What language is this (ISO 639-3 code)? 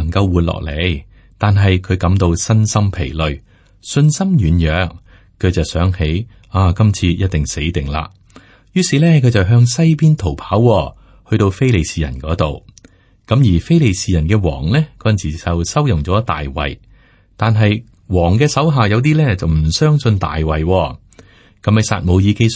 yue